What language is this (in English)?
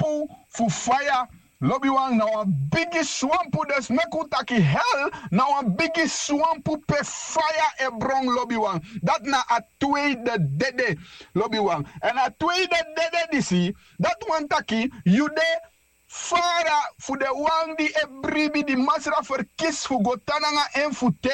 Sranan Tongo